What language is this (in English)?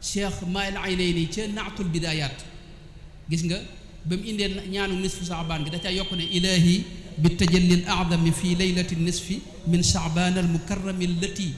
Wolof